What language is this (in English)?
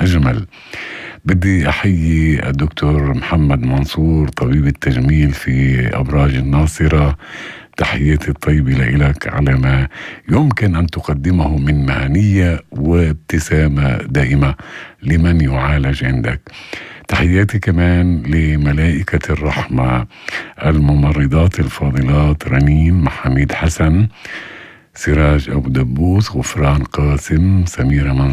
North Levantine Arabic